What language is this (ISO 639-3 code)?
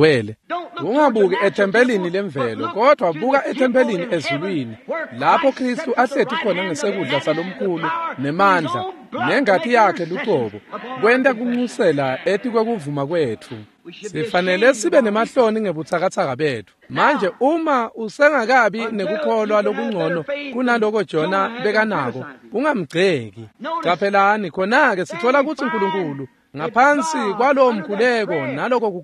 ssw